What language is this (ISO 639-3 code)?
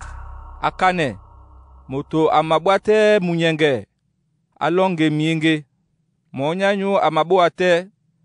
dua